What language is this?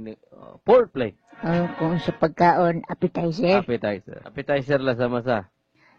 Cebuano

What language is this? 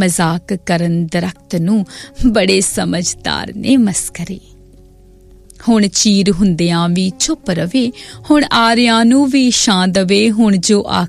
Punjabi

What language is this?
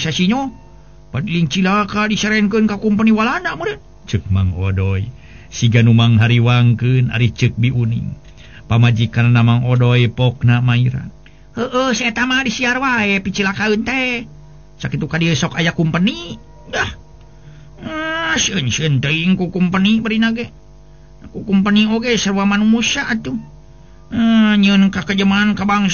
Sundanese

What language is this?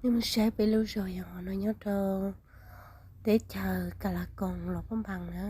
Hmong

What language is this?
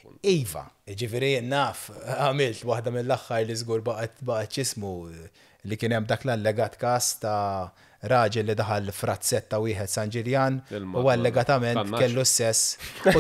Maltese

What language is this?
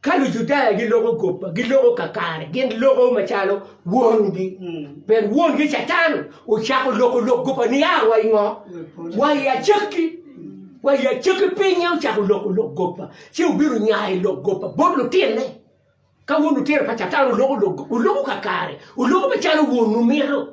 Acoli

